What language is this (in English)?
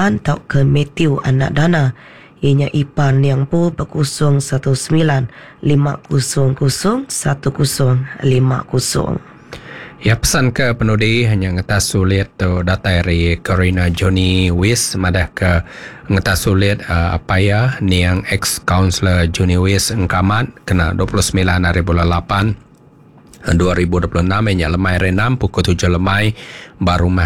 Iban